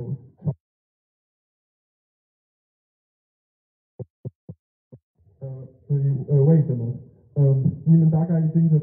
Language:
Chinese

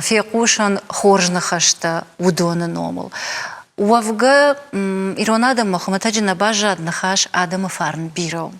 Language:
Ossetic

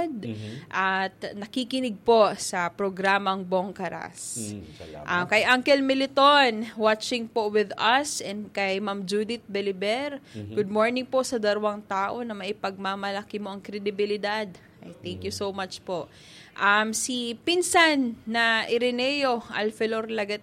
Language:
Bikol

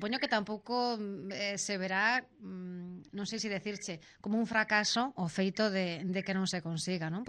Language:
Galician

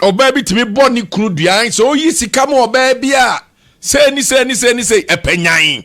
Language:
Akan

